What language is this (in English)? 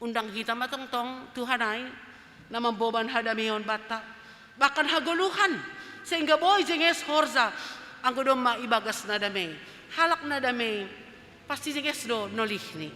Batak Simalungun